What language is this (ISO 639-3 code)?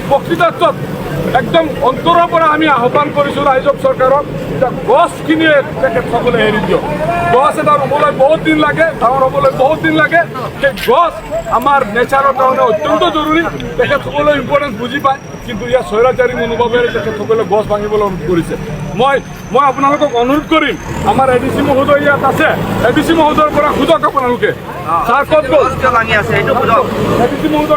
asm